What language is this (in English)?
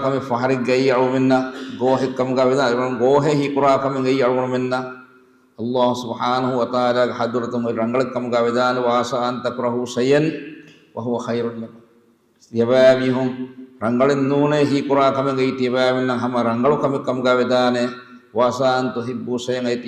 Divehi